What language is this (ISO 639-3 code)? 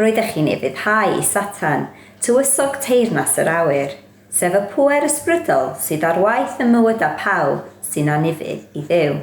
cym